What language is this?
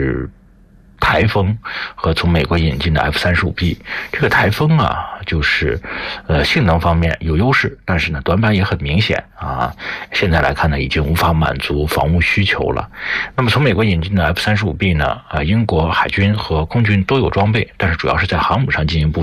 Chinese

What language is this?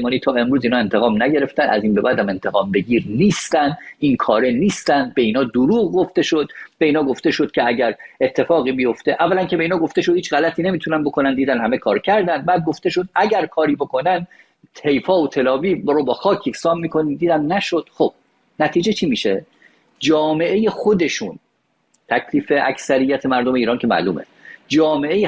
Persian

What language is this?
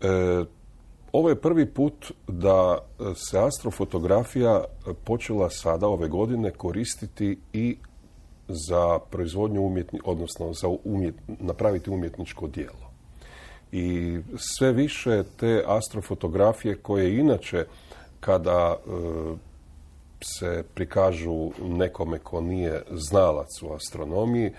Croatian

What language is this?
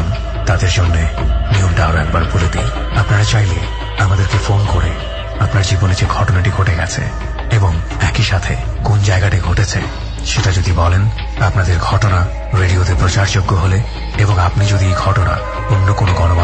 Bangla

